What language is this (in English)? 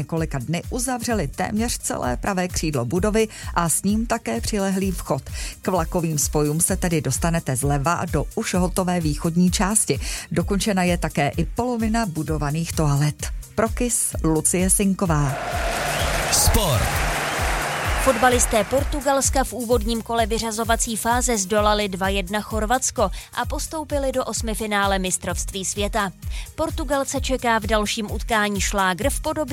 Czech